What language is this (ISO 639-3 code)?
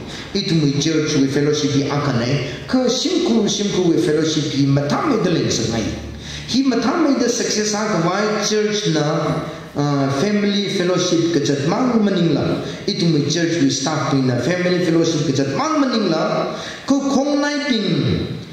nmf